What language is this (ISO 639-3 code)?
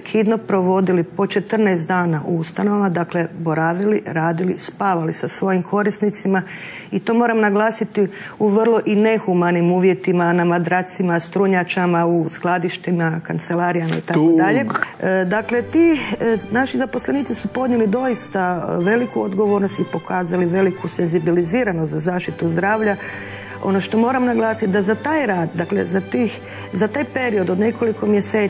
hrv